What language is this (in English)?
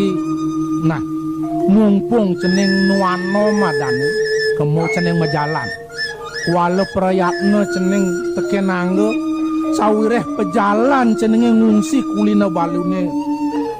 Balinese